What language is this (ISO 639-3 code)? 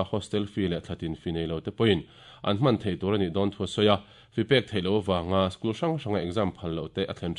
lus